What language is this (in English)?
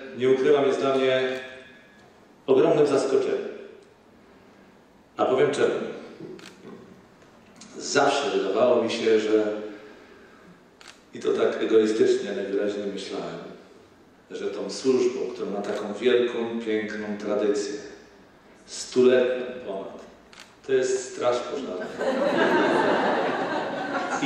Polish